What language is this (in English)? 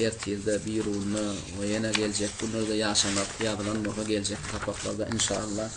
Turkmen